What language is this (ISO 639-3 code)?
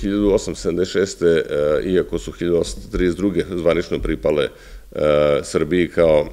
srp